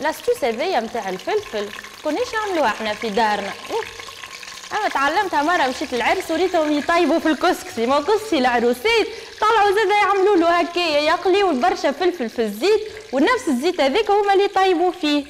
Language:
Tunisian Arabic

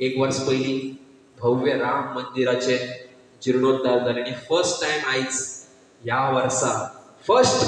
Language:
Konkani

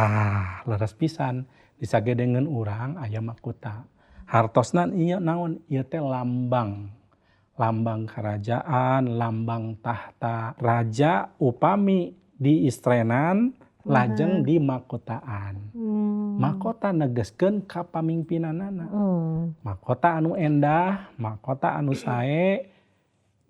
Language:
Sundanese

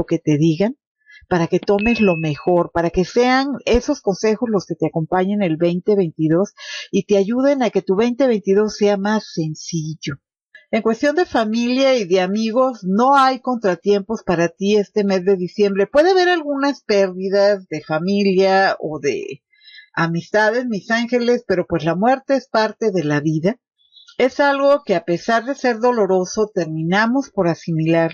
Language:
Spanish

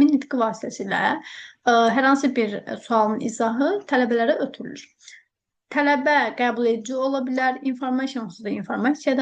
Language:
Azerbaijani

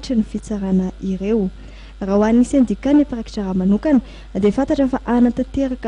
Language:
Malagasy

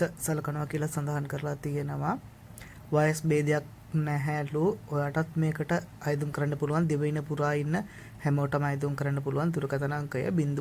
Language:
Sinhala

